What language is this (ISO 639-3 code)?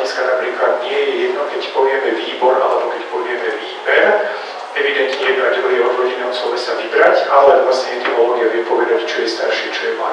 slk